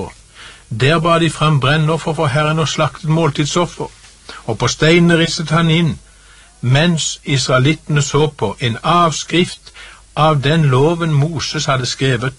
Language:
Norwegian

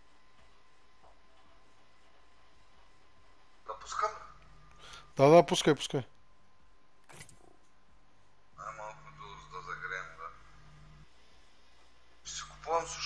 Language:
Bulgarian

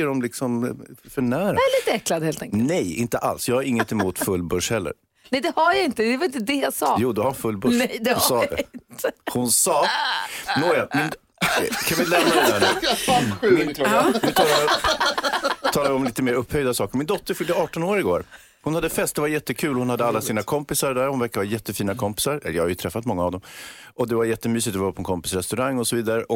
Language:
Swedish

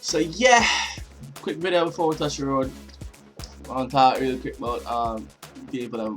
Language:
Jamaican Creole English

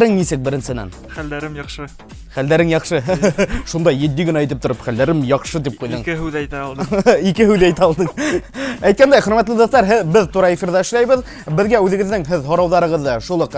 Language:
Bashkir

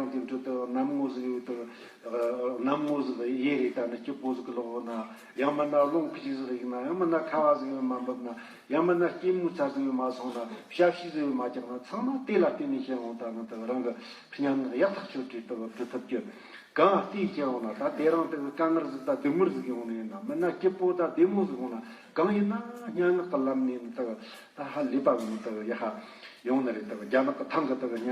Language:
Tibetan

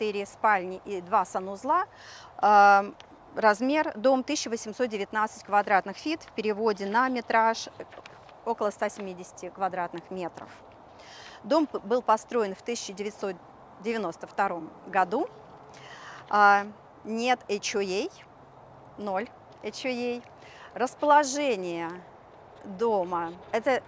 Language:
Russian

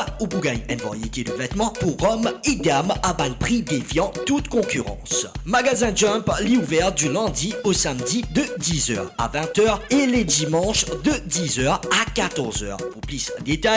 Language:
Morisyen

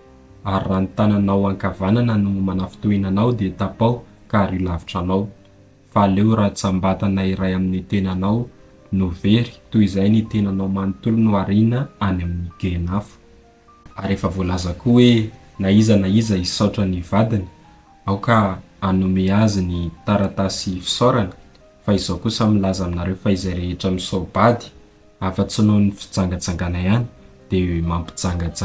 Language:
Malagasy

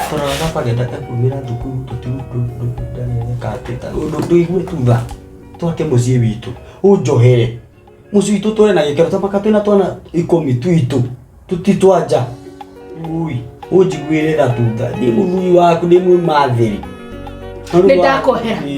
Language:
Kikuyu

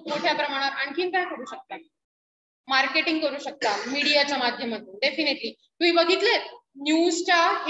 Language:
Marathi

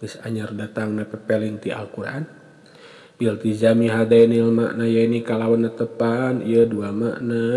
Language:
Sundanese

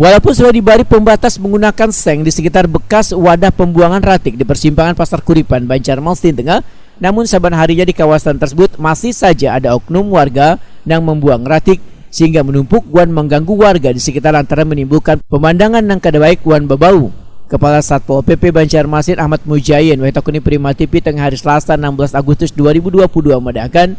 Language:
Banjar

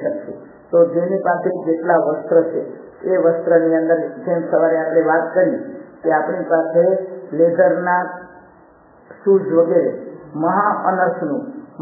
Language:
Gujarati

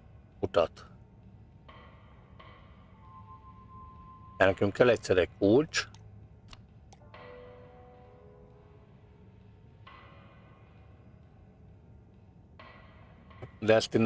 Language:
Hungarian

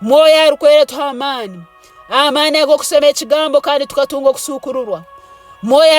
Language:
Nyoro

